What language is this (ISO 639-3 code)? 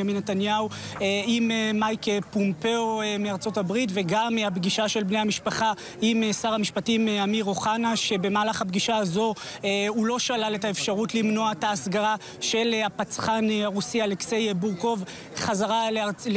heb